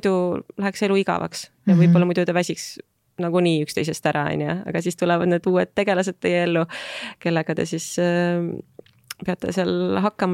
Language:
Estonian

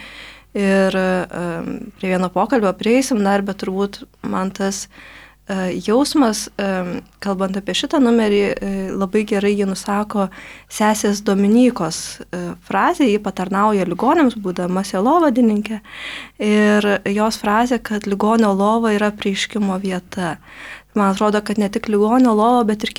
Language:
Lithuanian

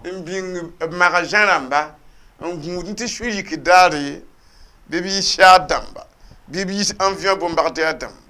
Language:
Mossi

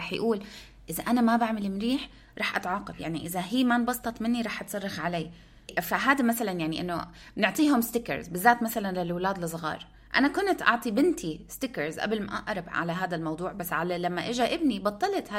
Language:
North Levantine Arabic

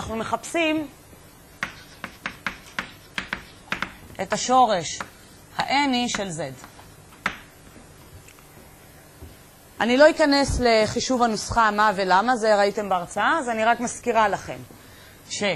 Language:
Hebrew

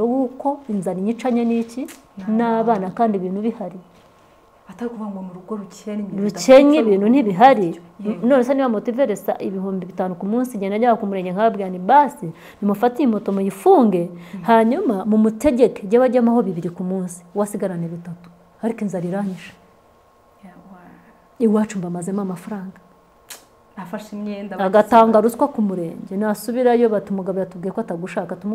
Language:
Kinyarwanda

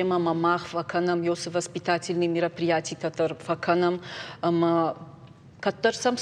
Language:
Ossetic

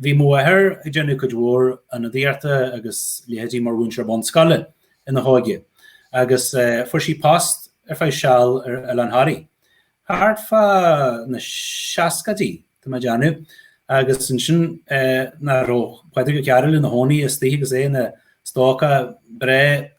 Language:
Irish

